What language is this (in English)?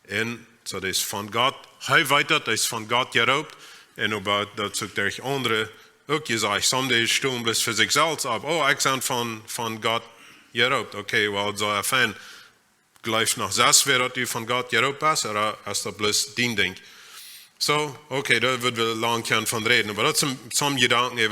Plautdietsch